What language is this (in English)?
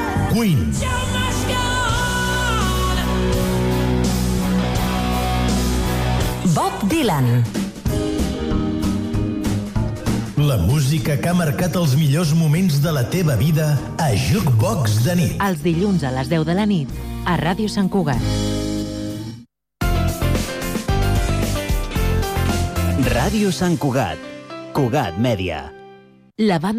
Catalan